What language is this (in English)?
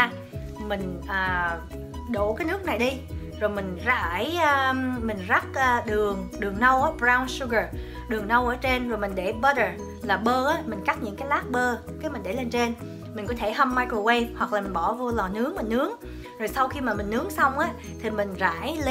Vietnamese